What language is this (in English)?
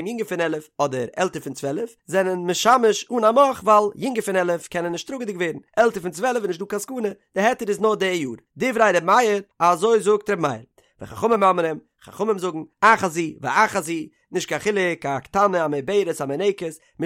Yiddish